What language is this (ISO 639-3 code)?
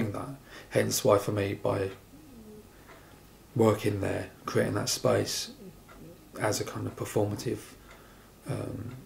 eng